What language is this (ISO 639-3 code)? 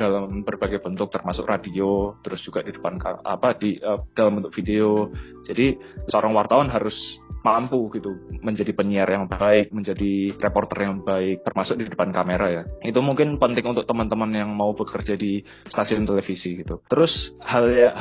ind